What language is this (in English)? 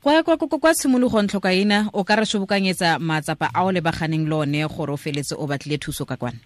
Tswana